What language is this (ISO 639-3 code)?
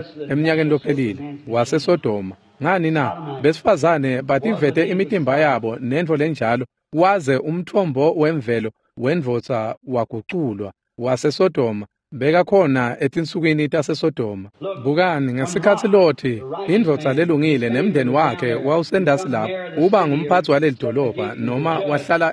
ssw